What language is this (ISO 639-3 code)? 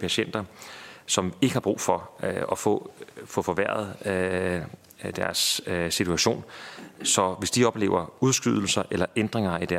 dan